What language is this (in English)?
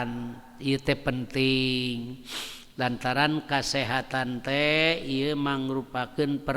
Sundanese